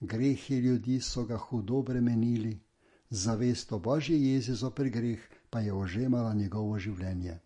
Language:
Slovenian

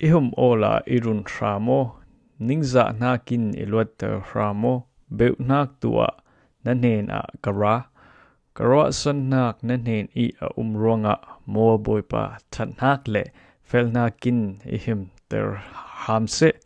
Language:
Falam Chin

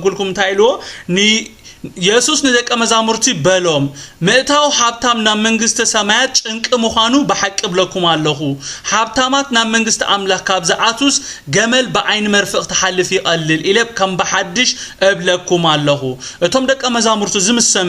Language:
Tigrinya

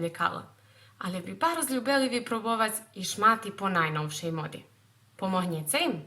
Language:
Rusyn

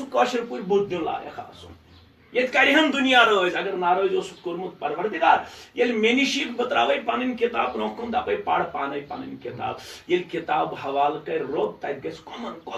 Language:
Kashmiri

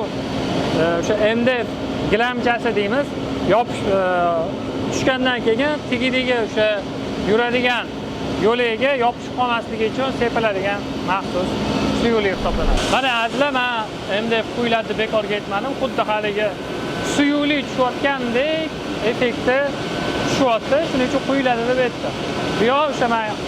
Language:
Uzbek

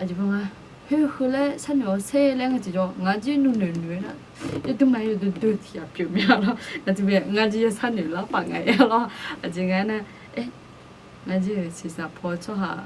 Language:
Akha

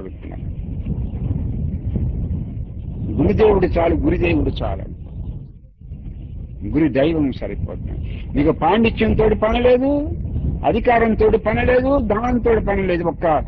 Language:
Telugu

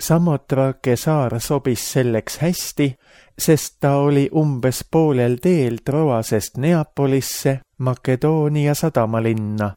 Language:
Estonian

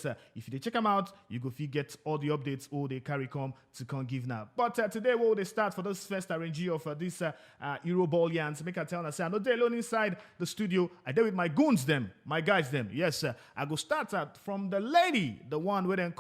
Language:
Nigerian Pidgin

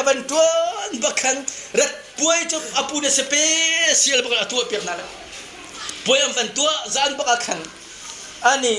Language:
Hakha Chin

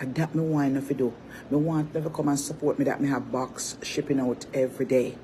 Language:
Jamaican Creole English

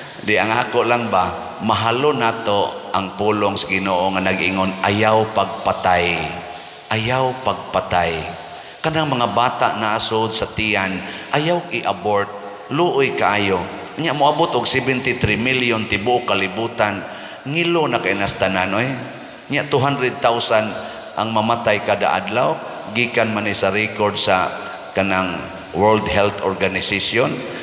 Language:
Cebuano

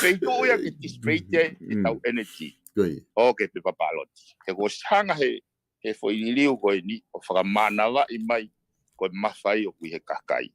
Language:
Tongan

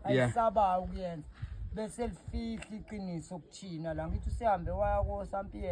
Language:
Zulu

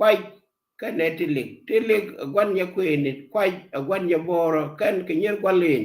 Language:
Nuer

